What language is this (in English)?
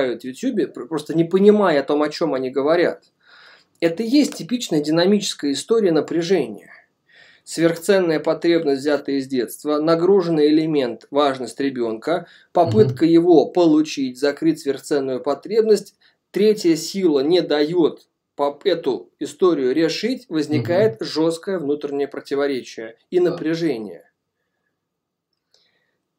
Russian